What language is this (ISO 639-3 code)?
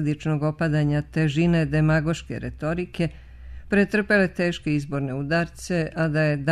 bos